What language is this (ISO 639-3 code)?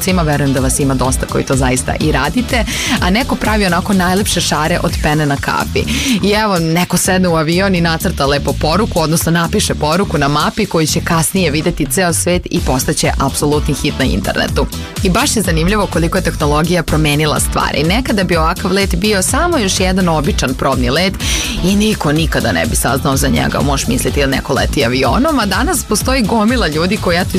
srp